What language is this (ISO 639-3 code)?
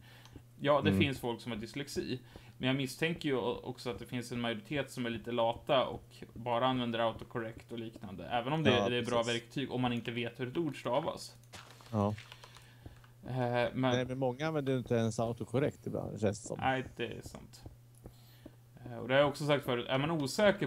swe